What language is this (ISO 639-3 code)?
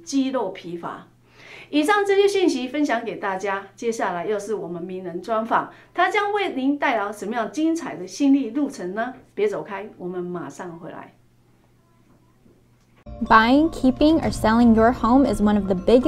zho